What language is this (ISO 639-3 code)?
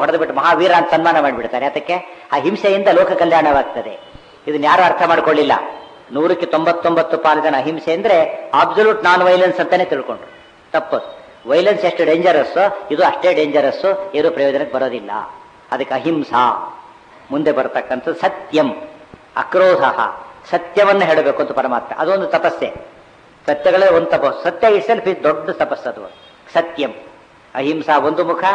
kan